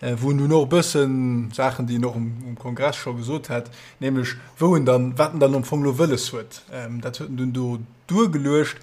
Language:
Luxembourgish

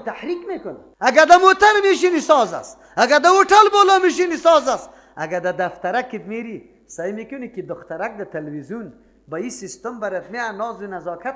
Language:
Persian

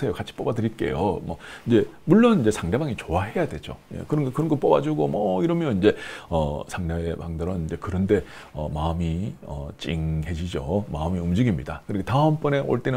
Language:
Korean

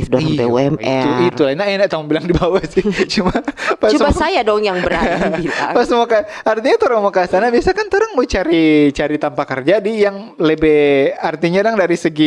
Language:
Manado Malay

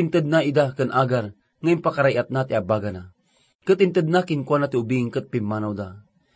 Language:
Iloko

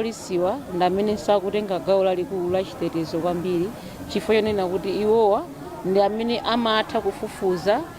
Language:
Nyanja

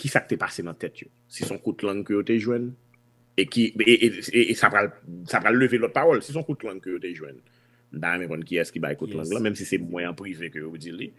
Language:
Haitian Creole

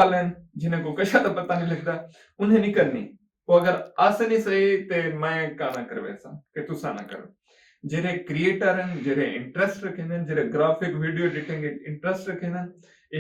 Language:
Saraiki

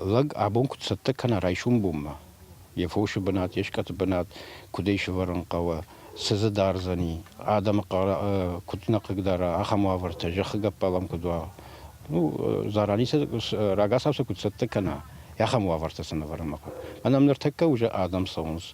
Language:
Ossetic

